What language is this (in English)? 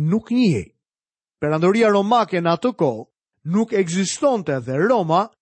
Albanian